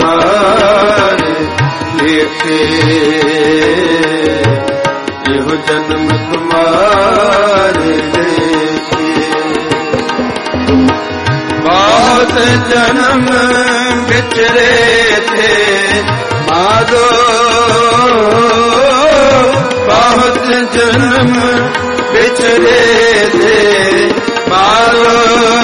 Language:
Punjabi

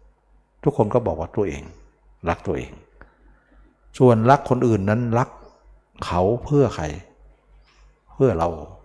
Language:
Thai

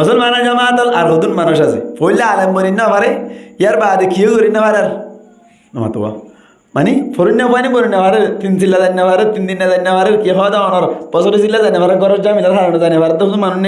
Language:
Rohingya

